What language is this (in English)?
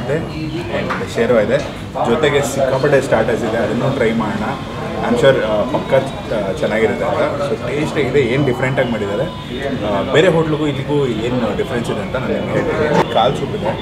Kannada